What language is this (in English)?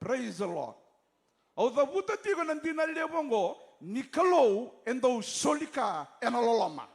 Fijian